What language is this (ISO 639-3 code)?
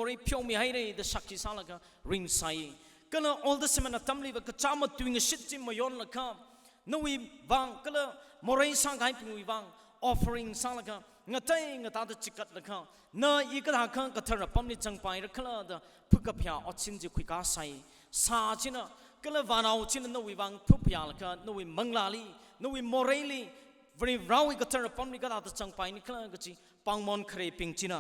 nmf